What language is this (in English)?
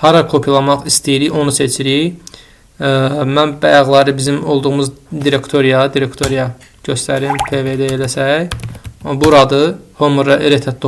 Azerbaijani